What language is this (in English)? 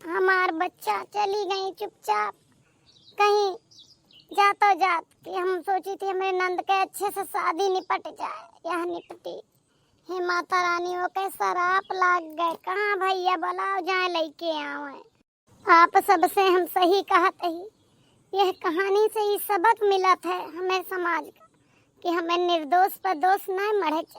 Awadhi